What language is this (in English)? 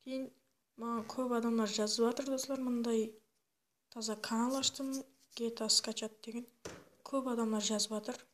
Kara-Kalpak